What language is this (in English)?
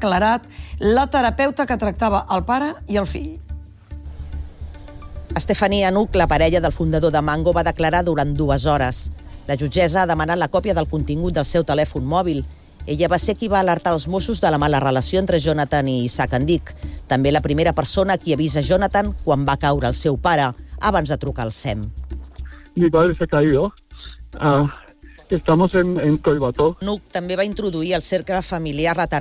Catalan